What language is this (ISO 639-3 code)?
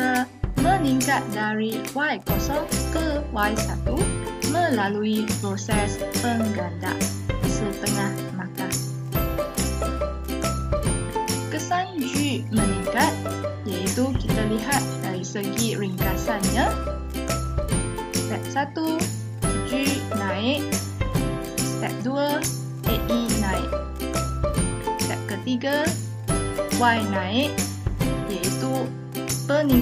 msa